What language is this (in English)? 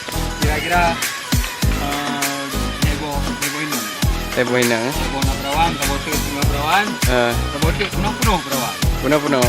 Achinese